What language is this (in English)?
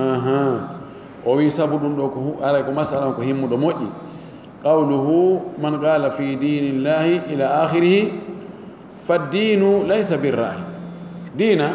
Pular